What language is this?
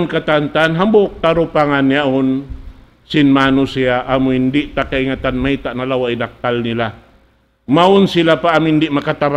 Tausug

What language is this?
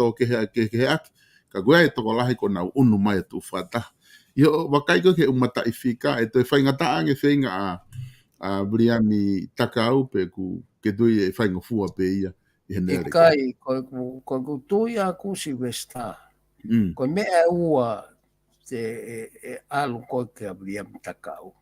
Tongan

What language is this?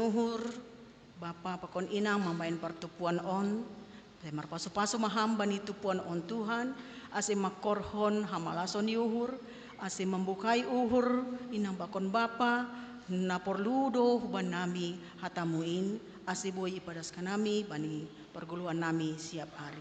Batak Simalungun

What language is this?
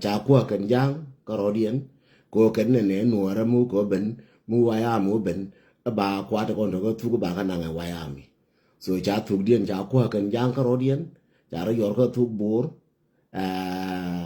Nuer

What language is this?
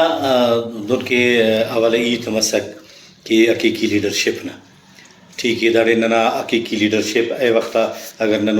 Brahui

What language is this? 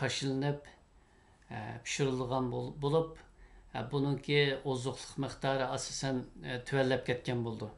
Uyghur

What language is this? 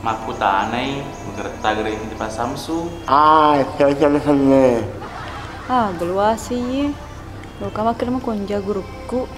Buginese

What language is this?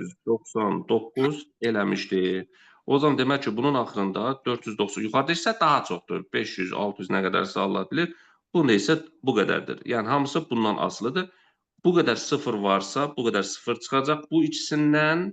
Azerbaijani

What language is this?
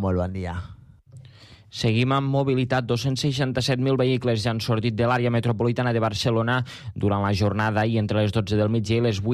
Catalan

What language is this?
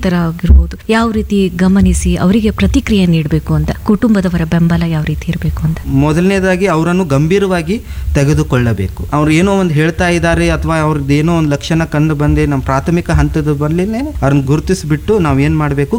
Kannada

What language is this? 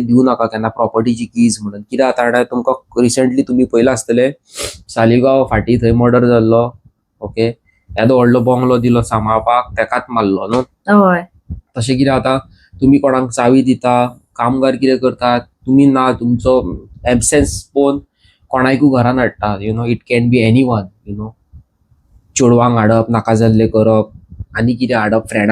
Konkani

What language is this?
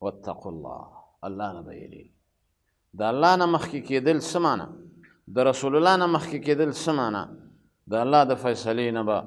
Pashto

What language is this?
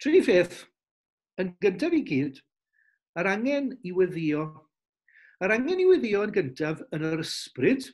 Welsh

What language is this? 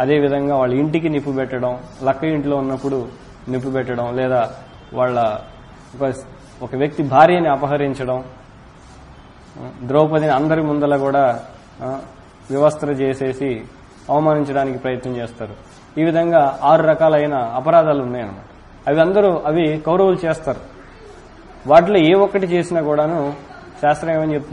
Telugu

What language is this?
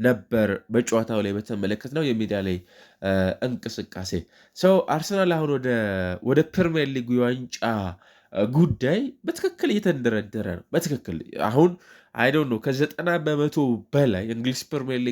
Amharic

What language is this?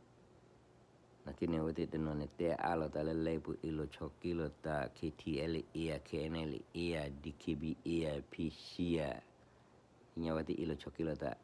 S'gaw Karen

